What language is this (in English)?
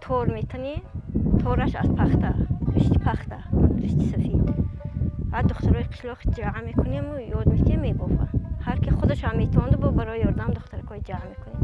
Tajik